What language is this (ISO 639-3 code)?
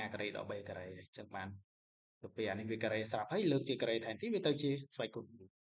khm